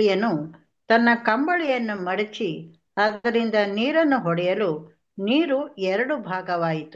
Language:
Kannada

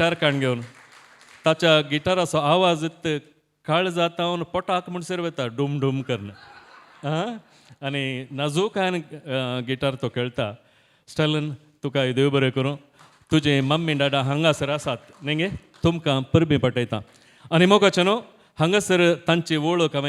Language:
Konkani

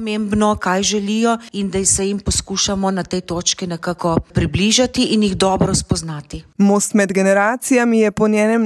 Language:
Slovenian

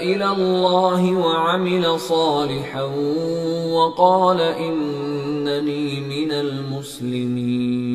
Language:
Kumyk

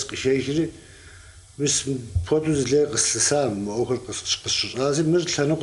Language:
Kabardian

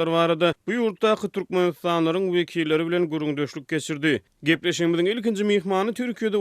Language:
Turkmen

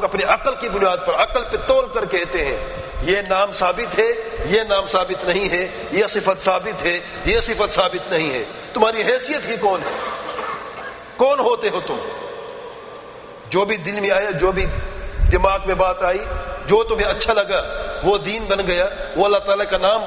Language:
Urdu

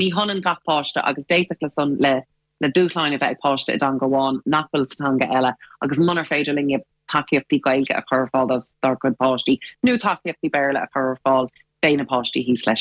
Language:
Irish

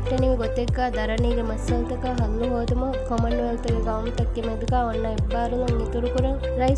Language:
Divehi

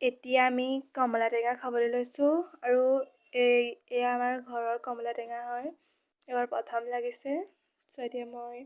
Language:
Assamese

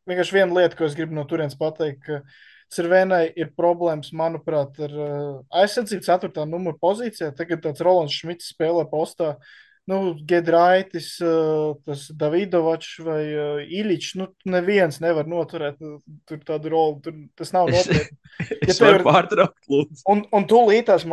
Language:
Latvian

